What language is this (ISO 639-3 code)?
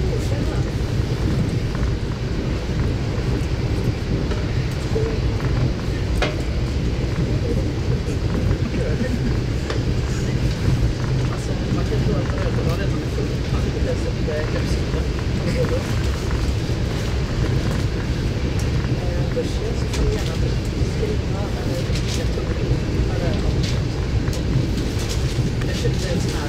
swe